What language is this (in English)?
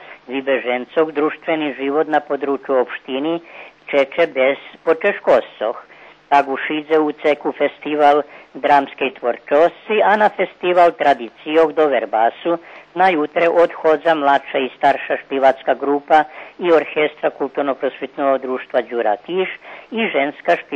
Rusyn